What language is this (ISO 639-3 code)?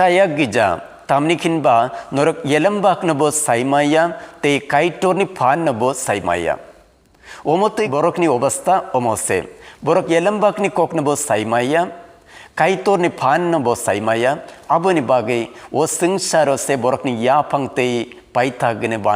trp